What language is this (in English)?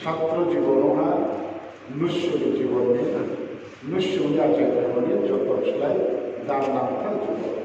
Riang (India)